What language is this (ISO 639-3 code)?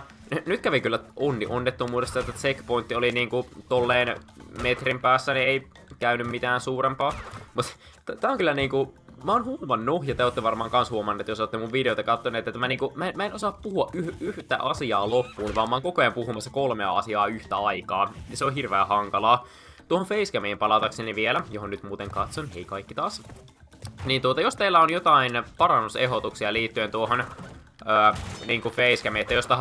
fin